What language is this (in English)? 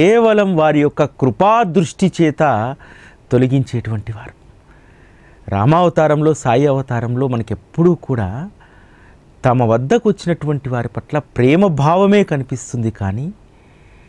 Telugu